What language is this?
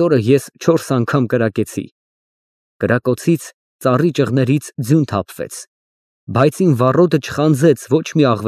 Armenian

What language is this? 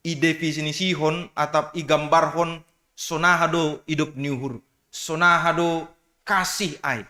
Batak Simalungun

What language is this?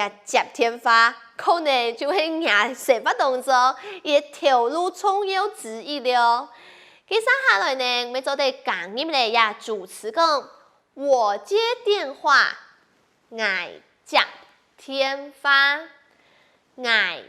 Hakka Chinese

